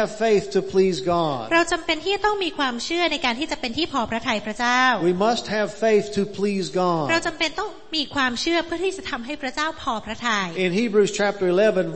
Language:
Thai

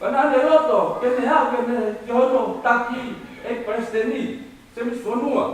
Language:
Tongan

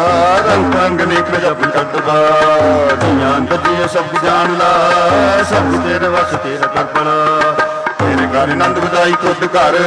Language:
Punjabi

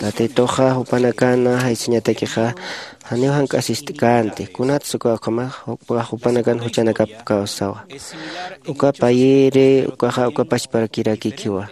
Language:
Aymara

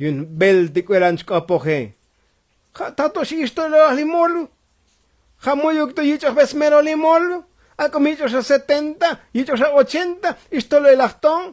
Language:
Tzotzil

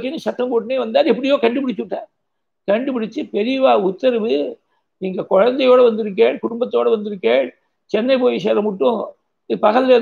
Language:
Tamil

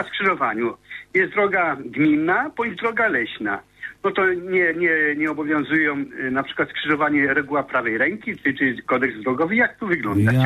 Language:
Polish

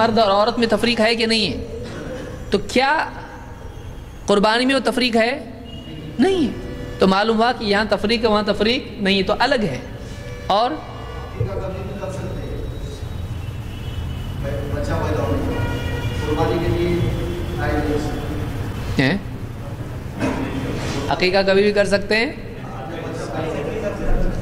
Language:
Urdu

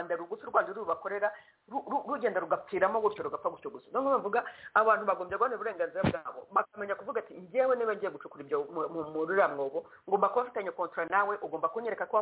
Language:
Kinyarwanda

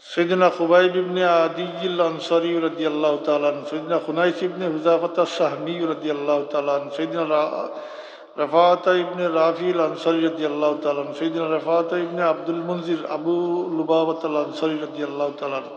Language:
Sylheti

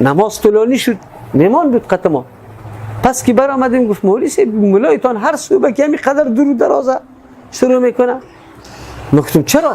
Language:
Persian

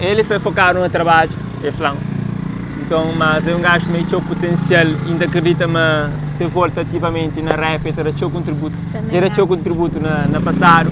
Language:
Kabuverdianu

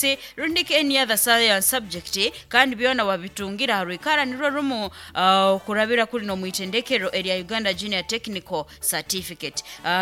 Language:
Nyoro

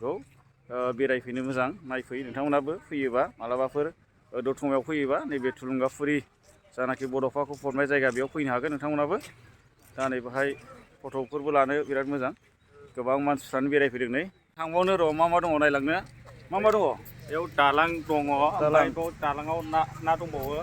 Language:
Bodo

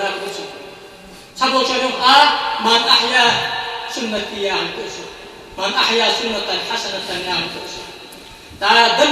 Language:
Ingush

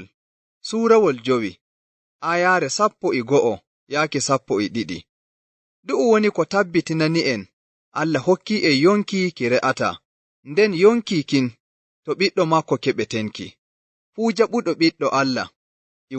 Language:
Nigerian Fulfulde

